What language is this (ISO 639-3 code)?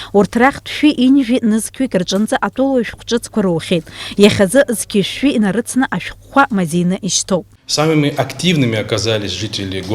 abk